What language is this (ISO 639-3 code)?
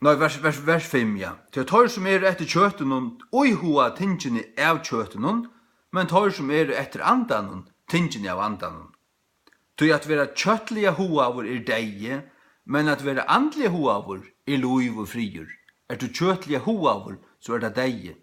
fao